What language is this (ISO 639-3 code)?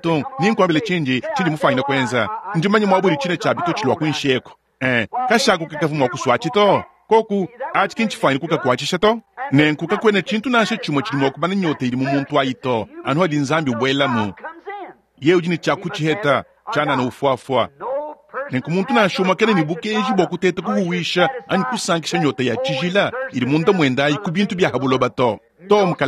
lua